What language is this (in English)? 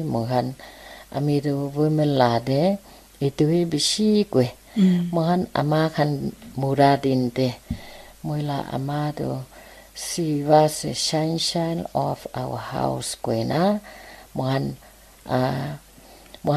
Naga Pidgin